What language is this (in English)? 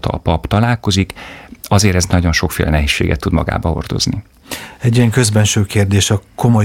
Hungarian